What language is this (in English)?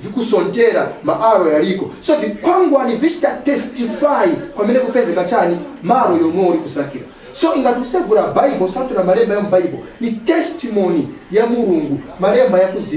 Nyanja